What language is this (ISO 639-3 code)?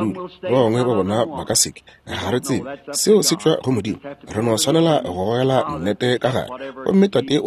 nso